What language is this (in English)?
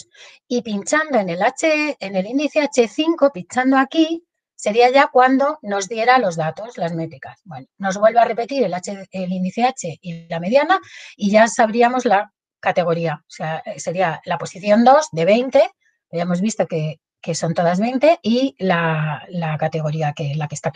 Spanish